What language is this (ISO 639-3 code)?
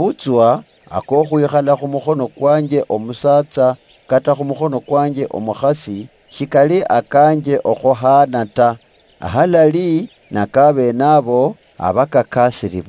luy